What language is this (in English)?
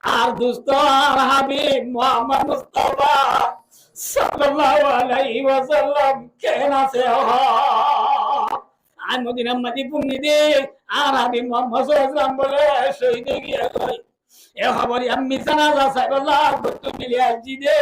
Rohingya